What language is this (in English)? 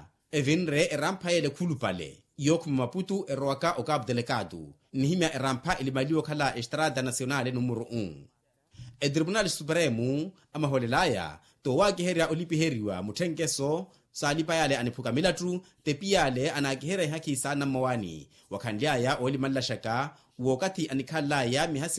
Makhuwa